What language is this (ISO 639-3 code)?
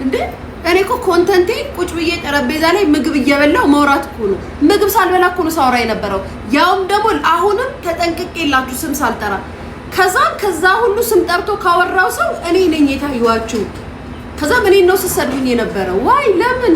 amh